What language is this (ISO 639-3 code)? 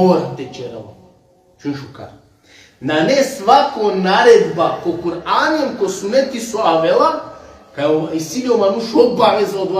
rmn